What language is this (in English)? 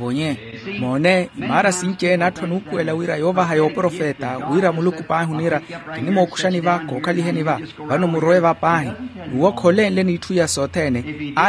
Makhuwa